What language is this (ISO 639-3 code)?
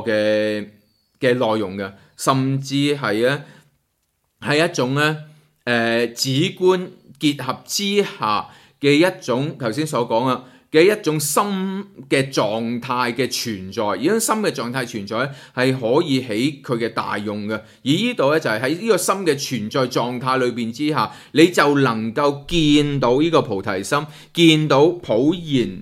yue